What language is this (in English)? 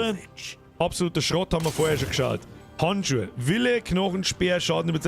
Bavarian